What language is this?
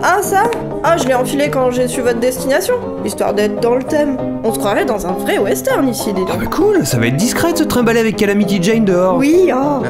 French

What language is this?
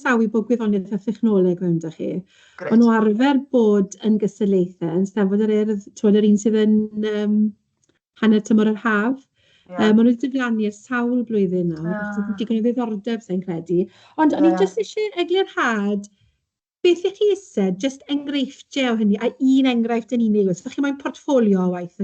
Welsh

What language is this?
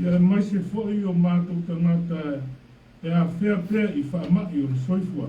Samoan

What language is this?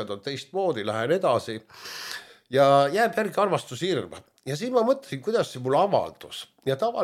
Estonian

